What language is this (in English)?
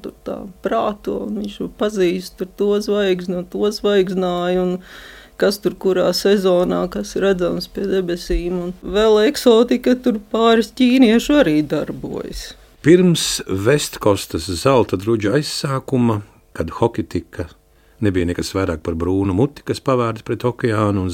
Latvian